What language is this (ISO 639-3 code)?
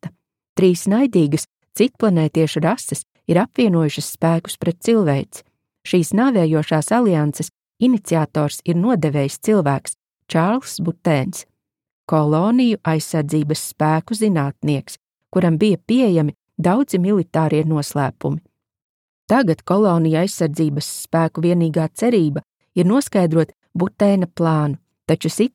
lav